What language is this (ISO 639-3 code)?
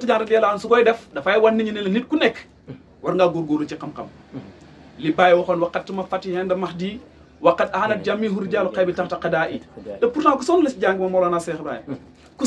wol